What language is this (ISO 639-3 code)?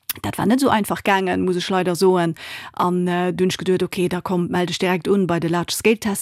ltz